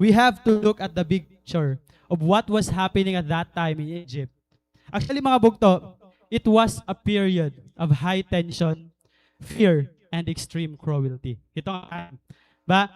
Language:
Waray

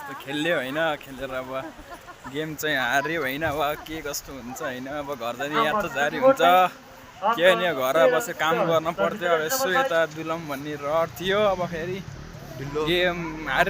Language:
Nepali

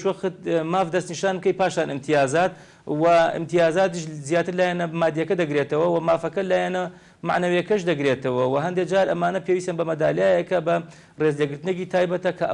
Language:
Central Kurdish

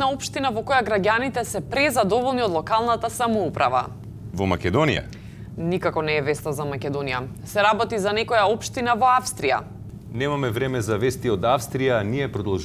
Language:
Macedonian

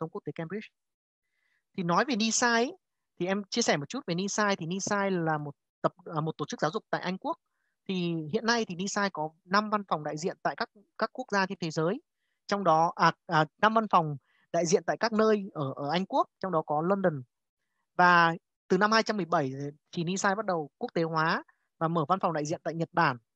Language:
Vietnamese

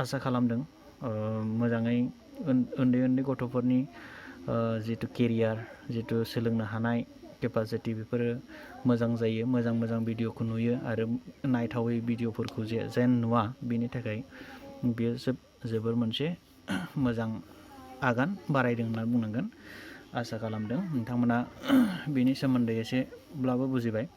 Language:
Bodo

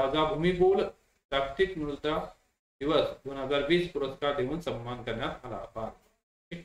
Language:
Marathi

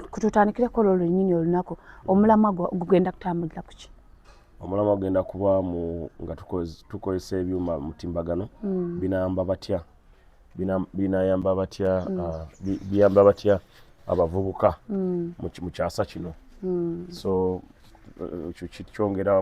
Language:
Ganda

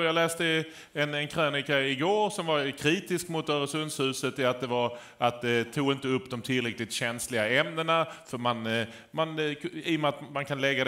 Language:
Swedish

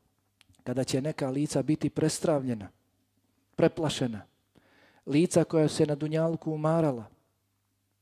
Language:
Bosnian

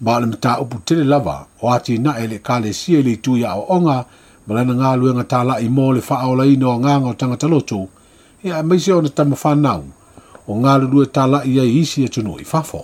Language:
Samoan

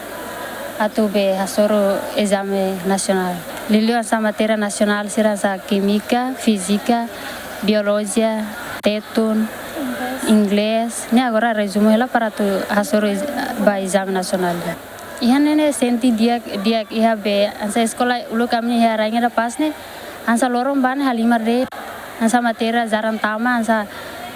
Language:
Tetum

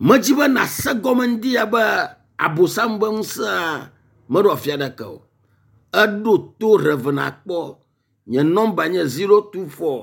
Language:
Ewe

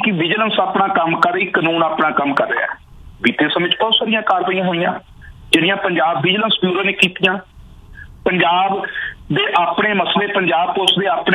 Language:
Punjabi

